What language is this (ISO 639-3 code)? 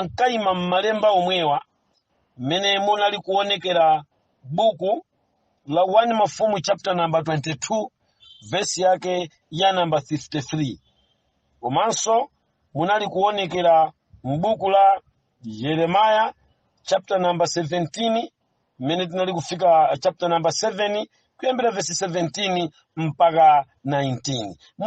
nya